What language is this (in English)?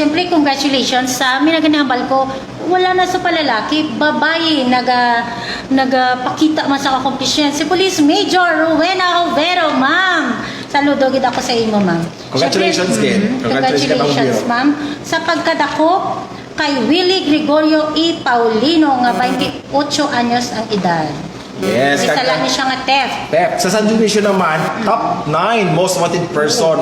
Hiligaynon